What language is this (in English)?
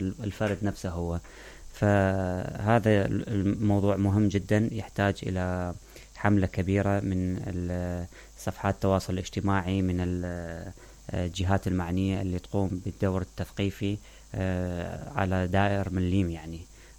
Mesopotamian Arabic